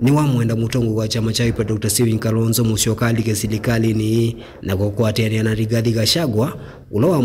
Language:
Kamba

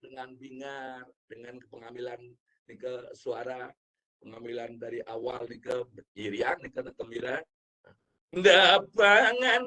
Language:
Balinese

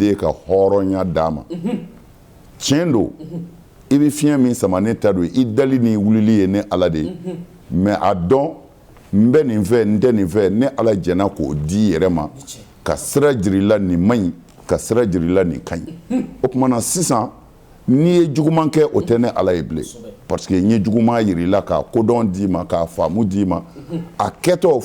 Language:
Bambara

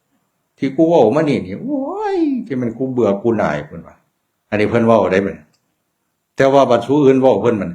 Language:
Northeastern Thai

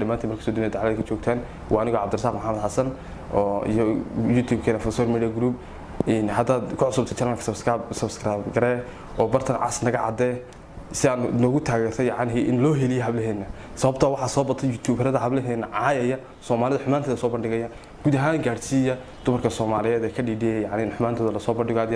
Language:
Somali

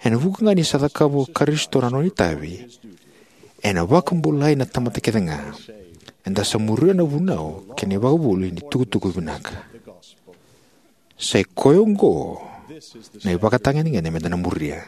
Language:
Fijian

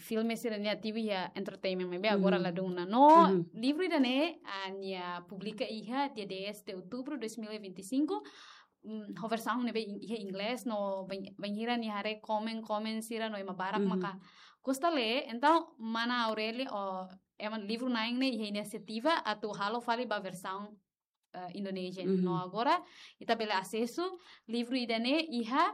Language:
Tetum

